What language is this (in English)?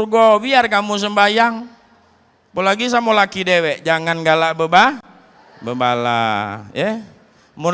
Musi